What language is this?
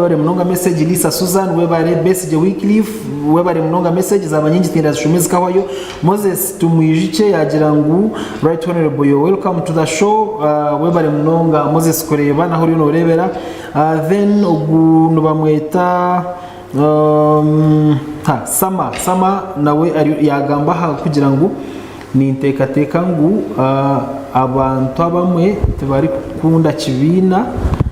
Nyankole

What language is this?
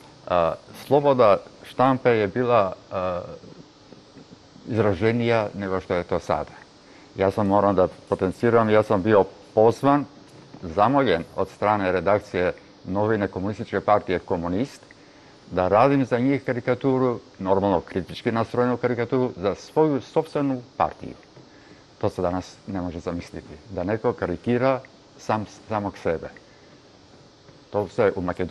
Serbian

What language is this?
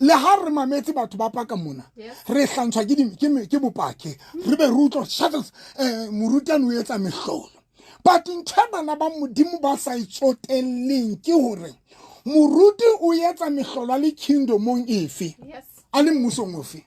Southern Sotho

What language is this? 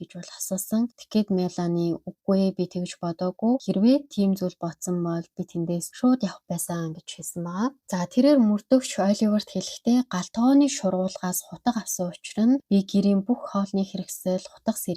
Mongolian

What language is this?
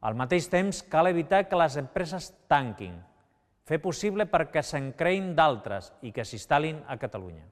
Catalan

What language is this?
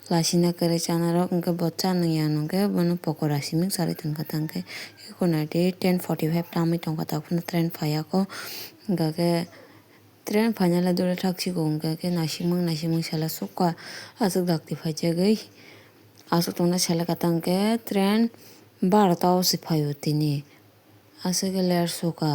Kok Borok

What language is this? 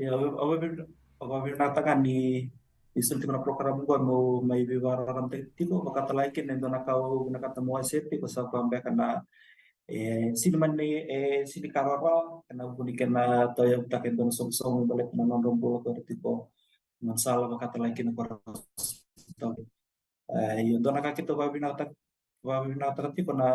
Fijian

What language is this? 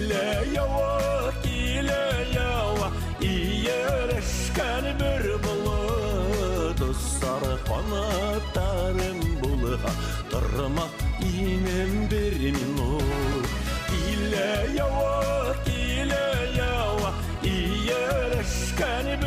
Bashkir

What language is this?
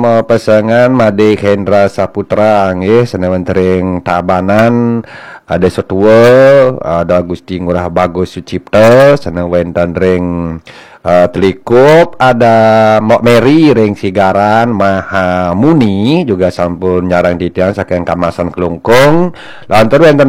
Balinese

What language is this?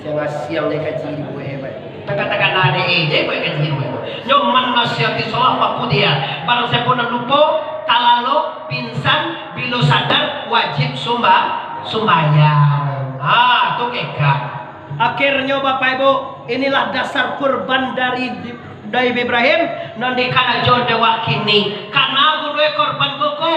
Minangkabau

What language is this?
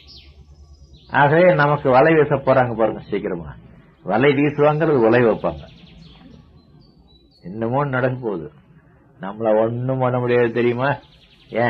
Tamil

